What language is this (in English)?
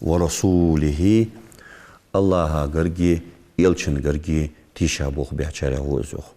Ingush